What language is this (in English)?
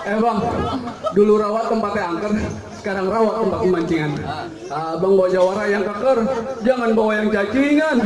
Betawi